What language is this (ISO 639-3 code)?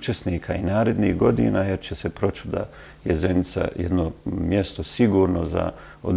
bos